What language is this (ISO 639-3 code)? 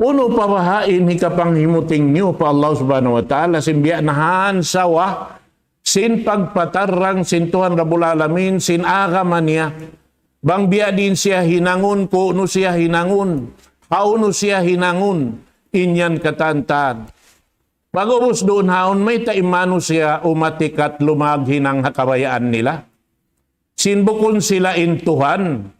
tsg